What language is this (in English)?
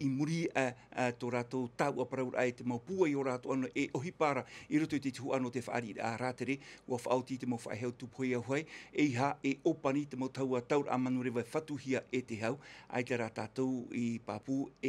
Tahitian